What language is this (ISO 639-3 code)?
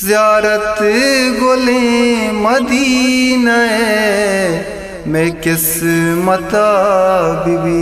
bgp